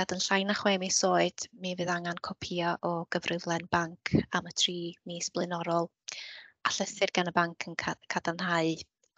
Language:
Welsh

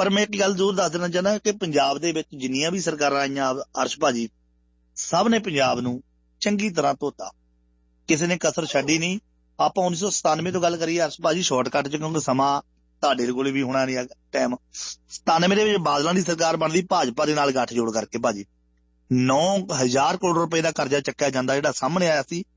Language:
Punjabi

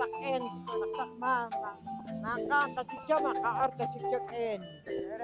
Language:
Poqomchi'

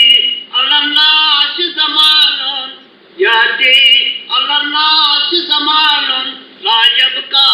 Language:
Kashmiri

